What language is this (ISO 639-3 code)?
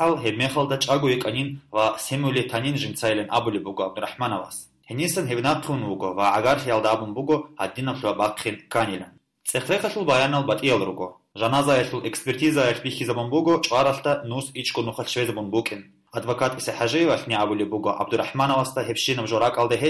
ava